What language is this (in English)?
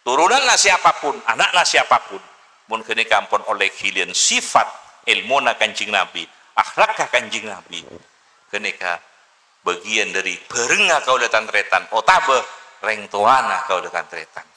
Madurese